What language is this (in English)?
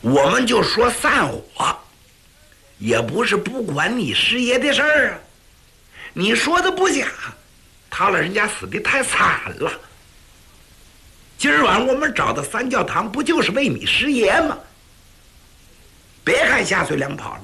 Chinese